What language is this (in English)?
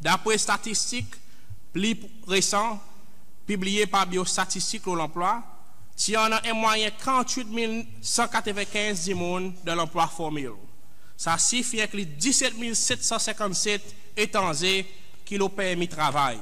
Seselwa Creole French